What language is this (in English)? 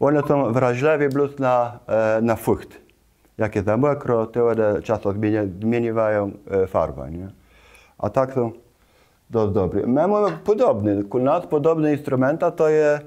Kashubian